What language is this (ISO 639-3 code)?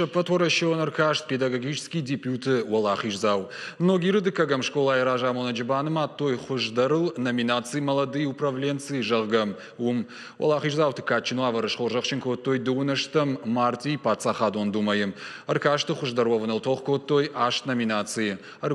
oss